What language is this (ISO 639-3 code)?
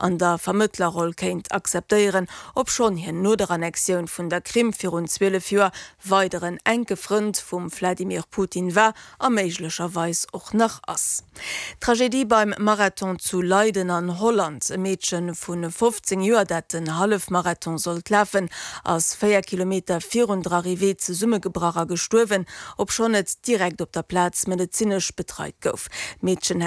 ltz